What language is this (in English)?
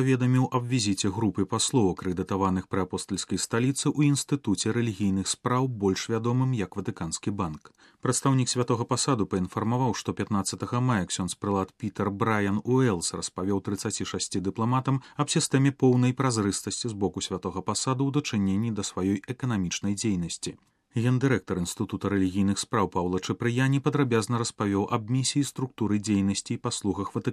Belarusian